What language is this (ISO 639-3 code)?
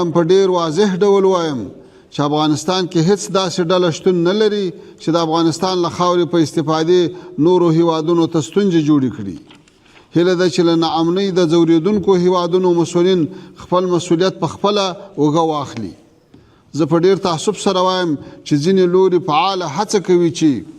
pus